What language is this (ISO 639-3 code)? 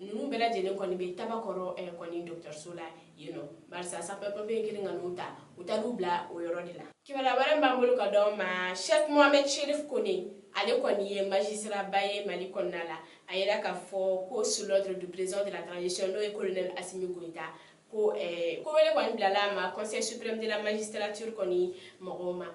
bam